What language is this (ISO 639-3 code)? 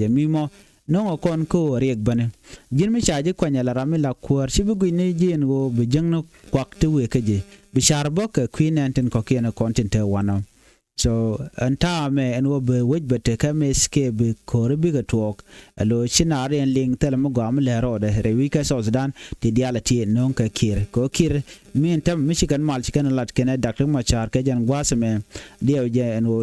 nus